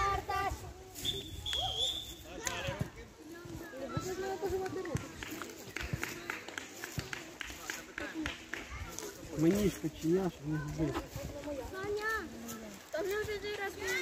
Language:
Ukrainian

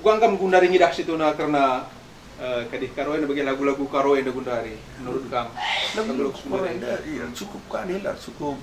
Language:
Batak Karo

